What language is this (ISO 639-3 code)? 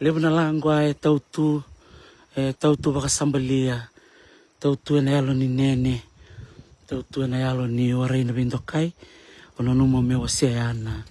fij